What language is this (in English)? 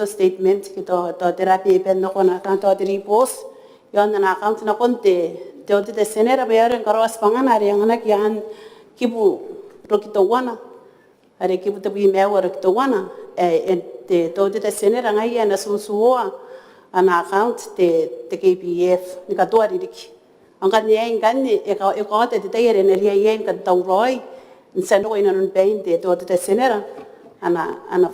Gilbertese